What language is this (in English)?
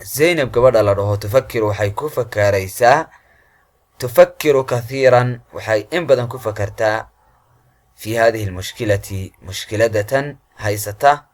Somali